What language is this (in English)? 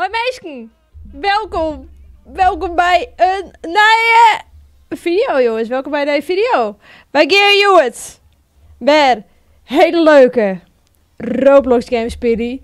Western Frisian